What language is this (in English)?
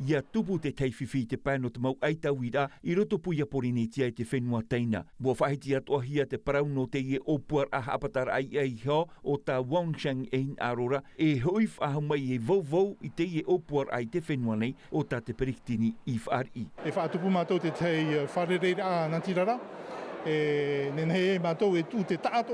Tahitian